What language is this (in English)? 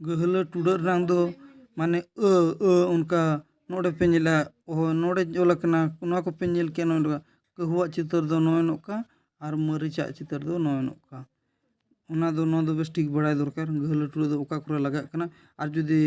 Santali